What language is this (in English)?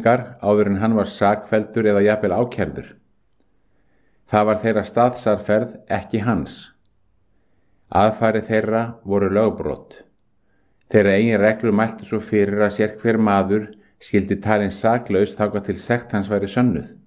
Icelandic